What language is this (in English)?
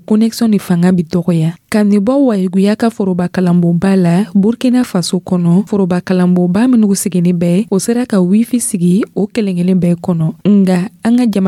Dyula